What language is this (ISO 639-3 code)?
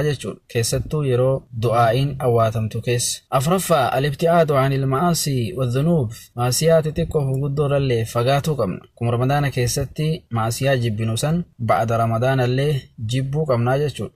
orm